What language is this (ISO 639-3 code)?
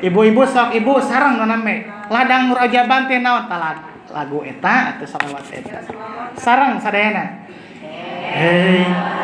sun